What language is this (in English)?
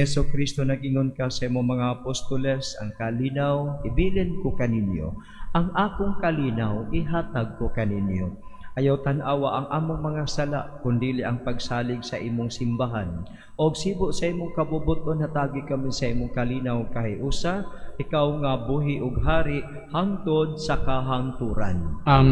Cebuano